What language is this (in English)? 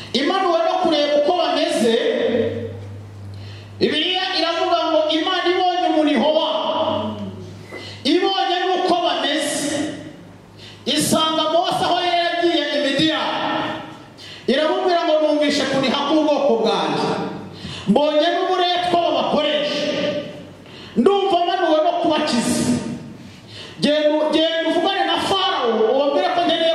Kinyarwanda